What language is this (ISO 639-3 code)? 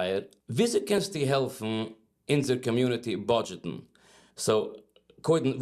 yid